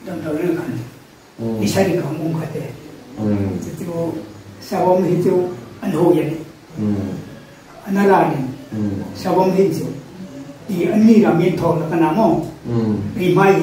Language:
Hmar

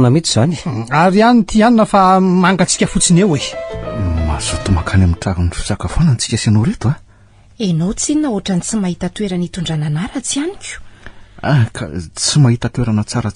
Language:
Malagasy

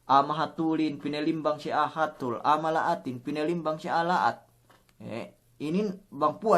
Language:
Yakan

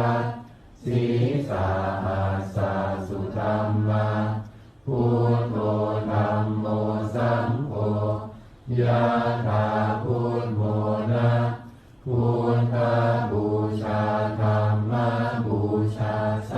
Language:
Pali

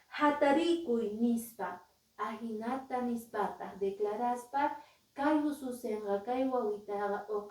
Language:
Quechua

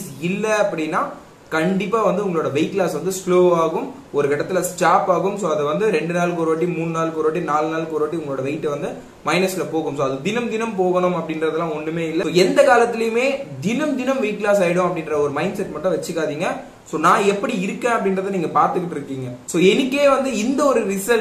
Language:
Tamil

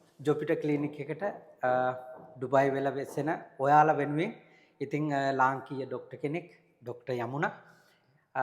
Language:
Sinhala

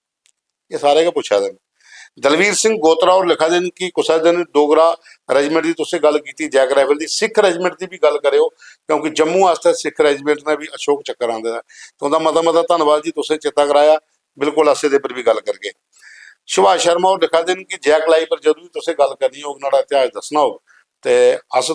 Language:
Dogri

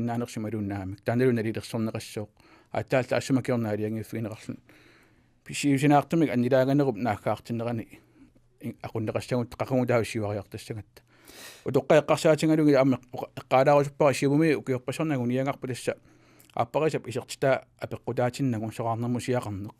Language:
Kalaallisut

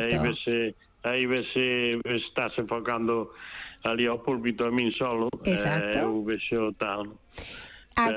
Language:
Galician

